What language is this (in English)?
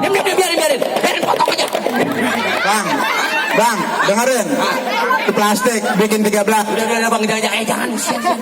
Betawi